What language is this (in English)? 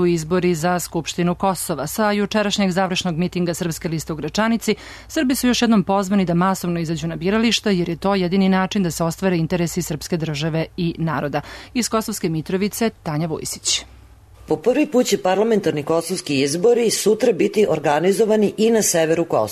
Serbian